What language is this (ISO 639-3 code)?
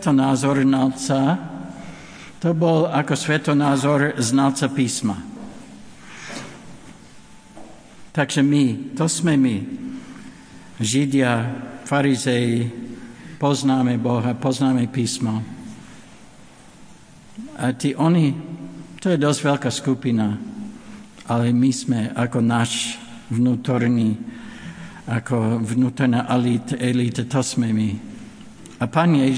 slk